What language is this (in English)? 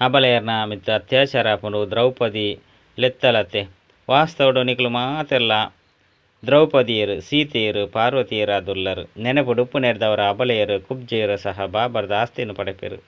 Tulu